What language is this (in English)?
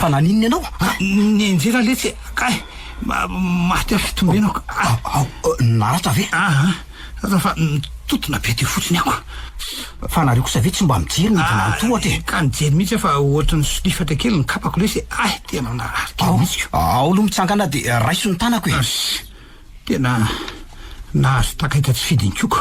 Malagasy